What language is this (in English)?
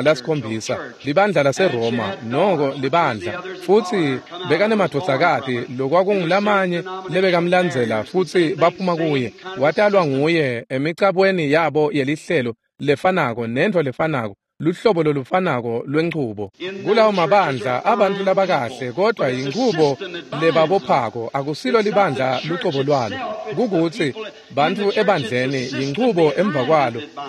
Swati